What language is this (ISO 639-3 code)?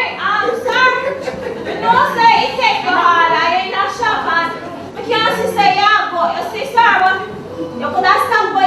jam